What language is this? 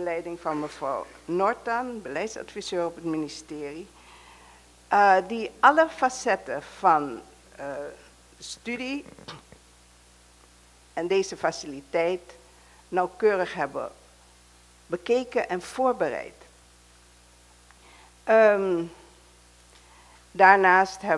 Dutch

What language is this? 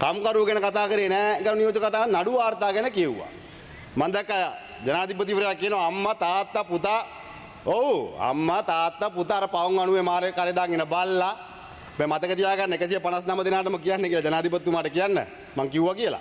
Sinhala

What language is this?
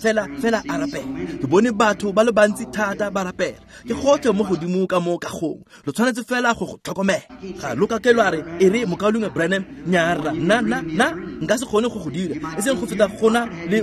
Tswana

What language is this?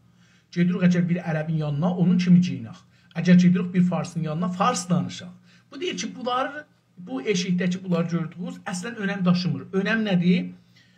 South Azerbaijani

